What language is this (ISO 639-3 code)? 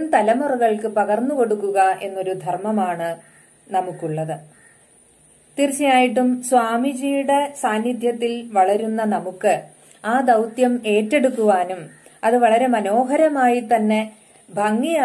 mal